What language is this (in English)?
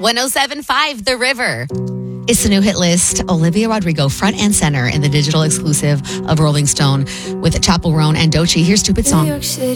English